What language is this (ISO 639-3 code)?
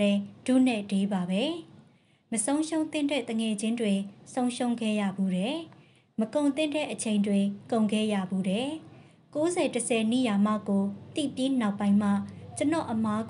mya